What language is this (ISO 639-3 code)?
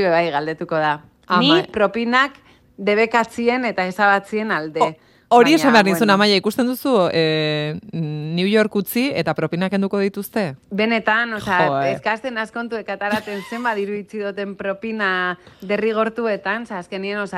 eus